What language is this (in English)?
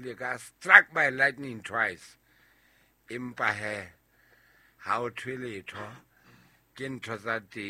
Southern Sotho